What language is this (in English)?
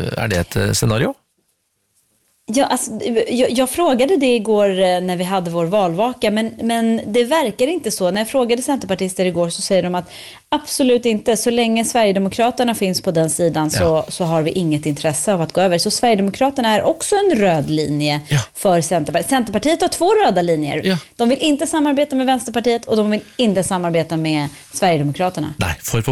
Swedish